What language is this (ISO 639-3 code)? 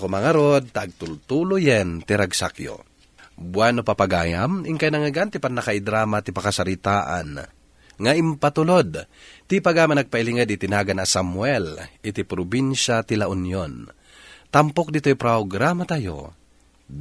ilo